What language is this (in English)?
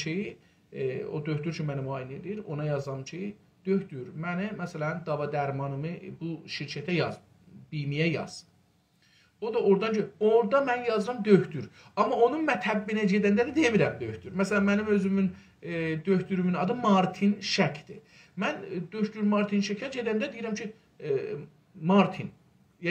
South Azerbaijani